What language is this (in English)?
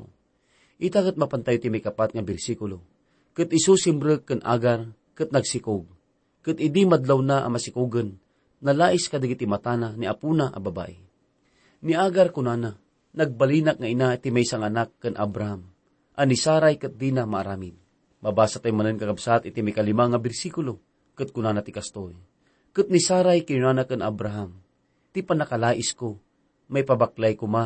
Iloko